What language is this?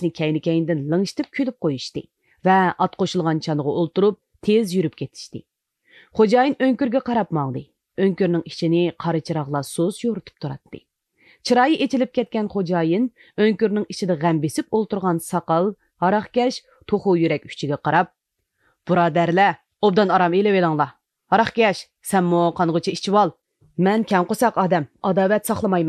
Uyghur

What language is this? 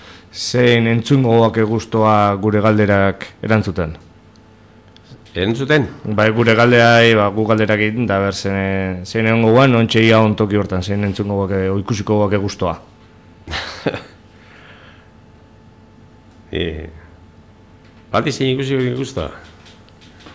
Basque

